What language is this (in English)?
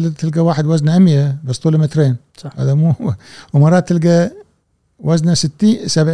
Gulf Arabic